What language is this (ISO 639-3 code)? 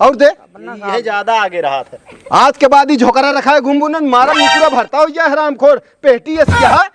awa